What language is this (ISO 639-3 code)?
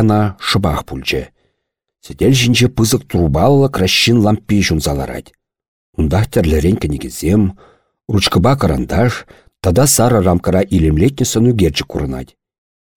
chv